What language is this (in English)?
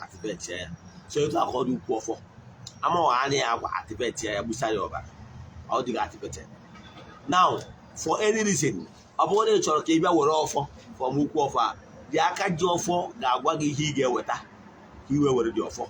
Igbo